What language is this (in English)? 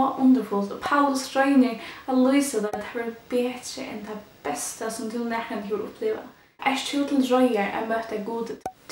Faroese